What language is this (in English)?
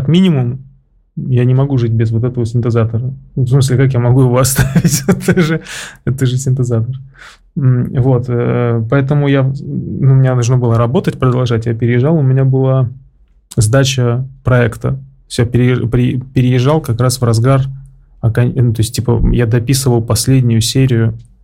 Russian